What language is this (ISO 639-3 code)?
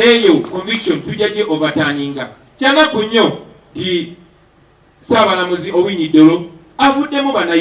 lug